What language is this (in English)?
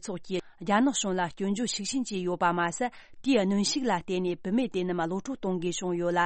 Tibetan